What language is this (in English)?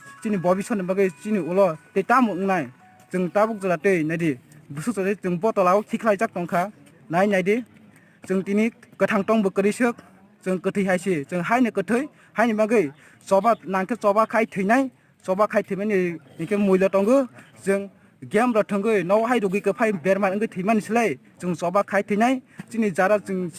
Kok Borok